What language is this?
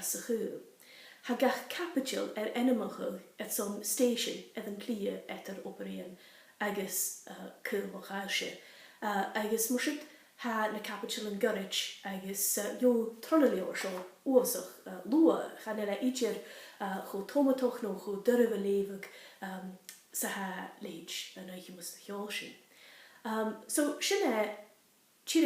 Scottish Gaelic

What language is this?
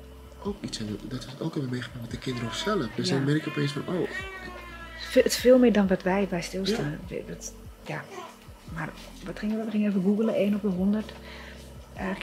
Dutch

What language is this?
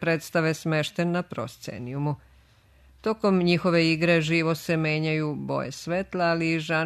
Serbian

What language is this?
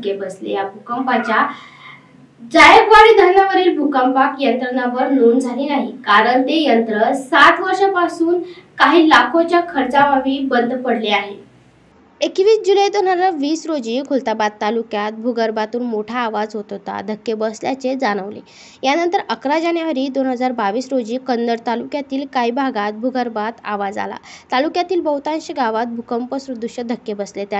Marathi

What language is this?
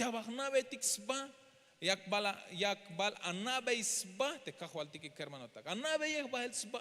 Tzeltal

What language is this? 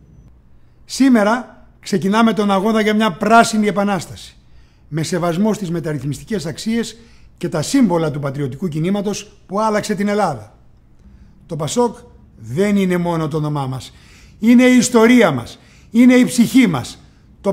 Greek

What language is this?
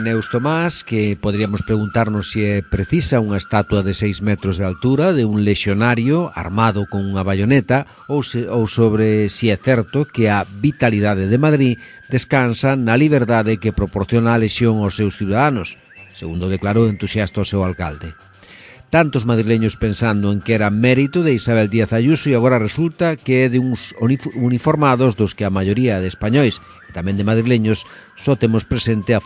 Galician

